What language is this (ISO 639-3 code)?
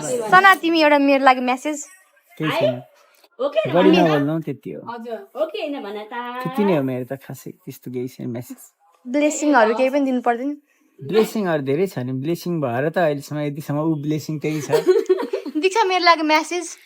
nep